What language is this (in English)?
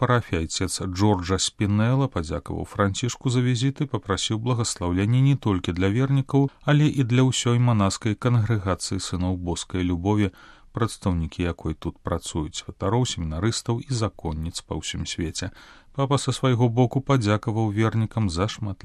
Belarusian